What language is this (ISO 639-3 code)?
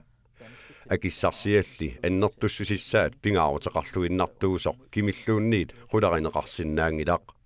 kal